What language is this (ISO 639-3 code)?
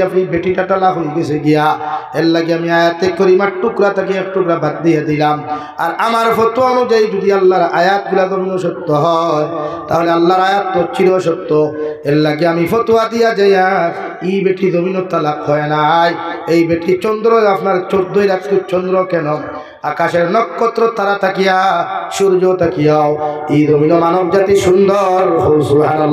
syl